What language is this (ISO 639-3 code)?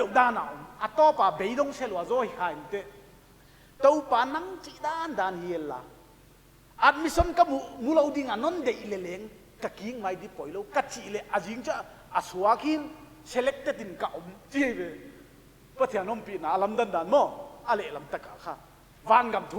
pck